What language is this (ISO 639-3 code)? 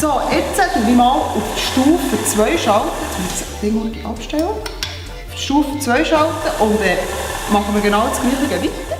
gsw